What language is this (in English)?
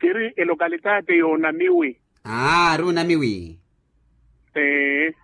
Makhuwa